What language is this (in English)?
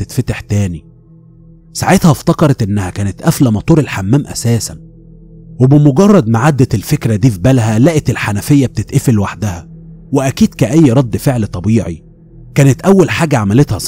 Egyptian Arabic